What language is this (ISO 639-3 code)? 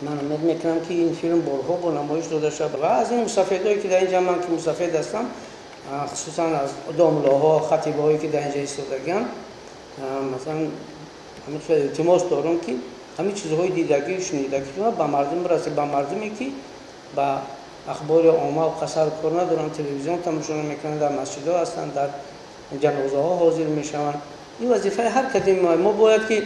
tgk